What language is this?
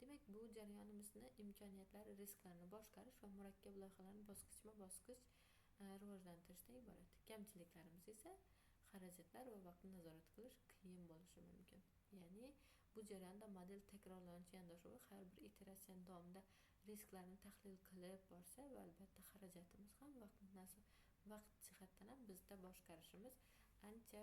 Uzbek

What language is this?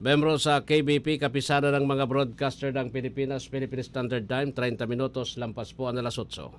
Bikol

